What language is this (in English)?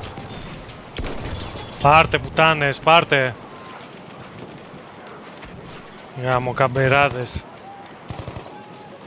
Greek